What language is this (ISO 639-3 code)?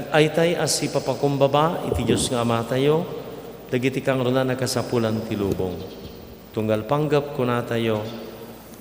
ilo